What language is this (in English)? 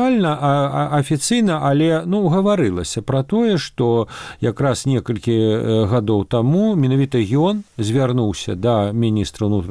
Belarusian